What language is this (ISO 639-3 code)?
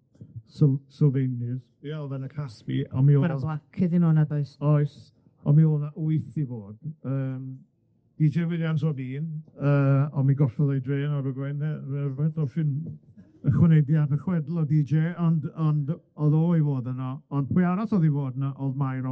cym